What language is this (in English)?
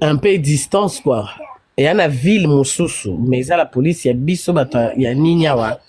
Lingala